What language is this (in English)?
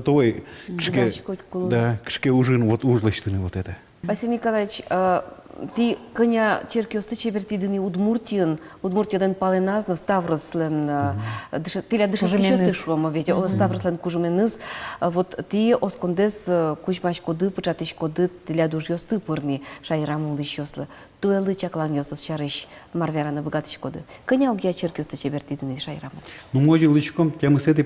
Udmurt